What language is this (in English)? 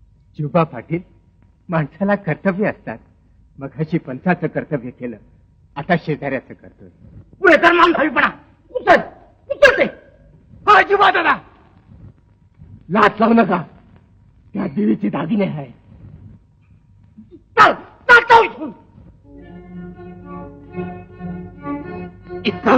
Marathi